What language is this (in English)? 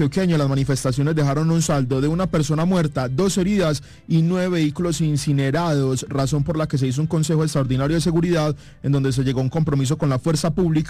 Spanish